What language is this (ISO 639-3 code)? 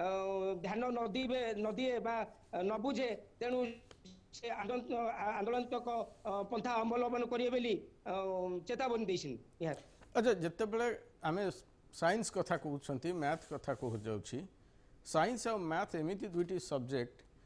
ori